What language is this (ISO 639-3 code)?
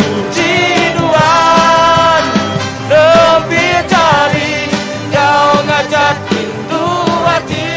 iba